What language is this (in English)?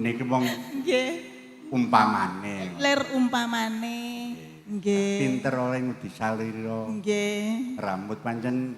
Javanese